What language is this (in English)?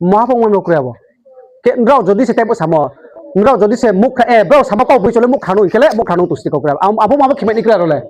Riang (India)